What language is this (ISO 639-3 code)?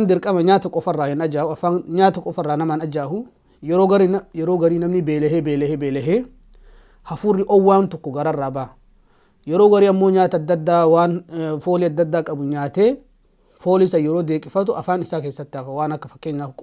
orm